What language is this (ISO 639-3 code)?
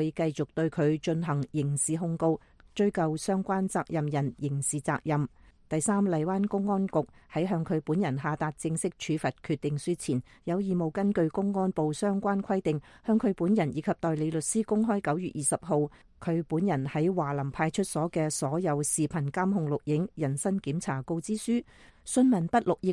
yue